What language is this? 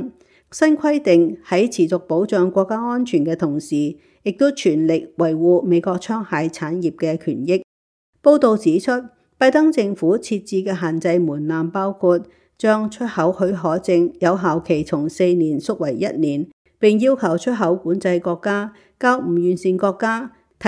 Cantonese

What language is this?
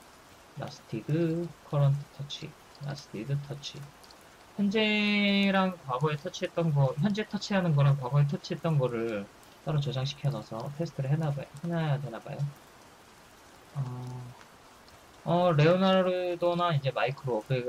Korean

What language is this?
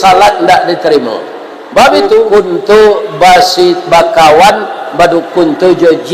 Minangkabau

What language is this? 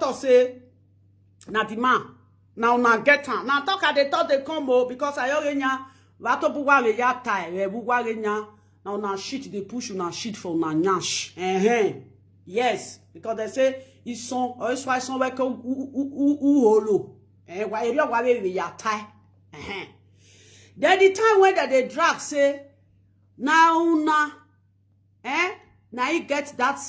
Nigerian Pidgin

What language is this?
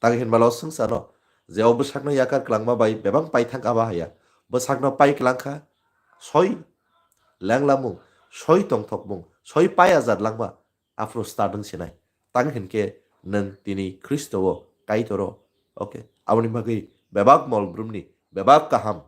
Kok Borok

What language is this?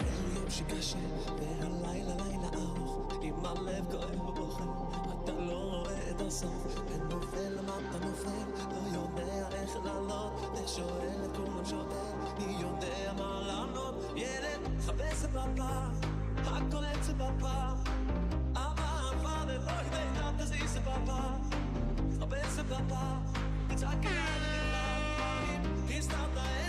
Yiddish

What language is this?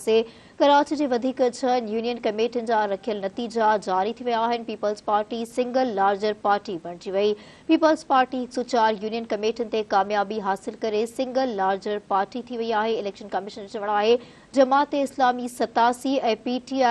Sindhi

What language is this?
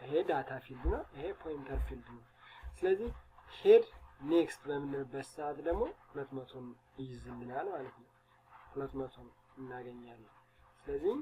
Amharic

